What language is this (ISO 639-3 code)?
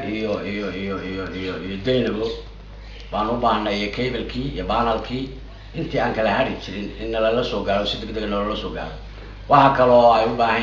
som